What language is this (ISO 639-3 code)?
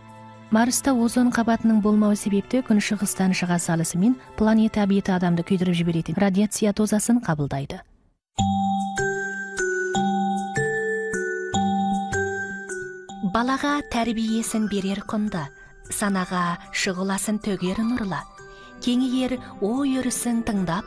kaz